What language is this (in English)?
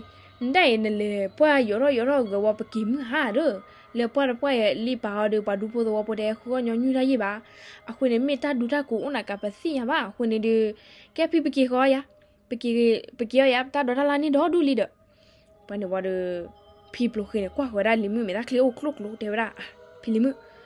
S'gaw Karen